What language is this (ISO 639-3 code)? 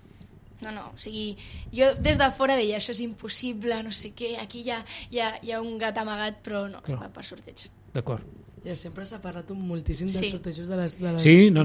cat